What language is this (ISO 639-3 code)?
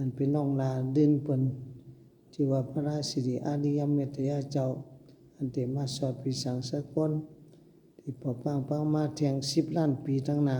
shn